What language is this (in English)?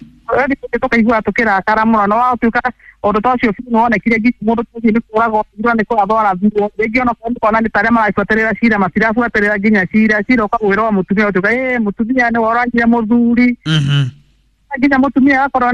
Kikuyu